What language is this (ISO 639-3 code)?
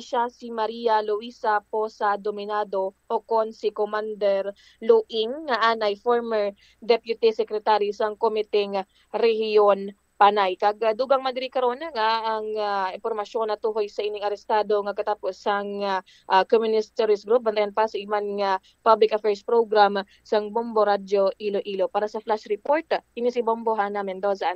hil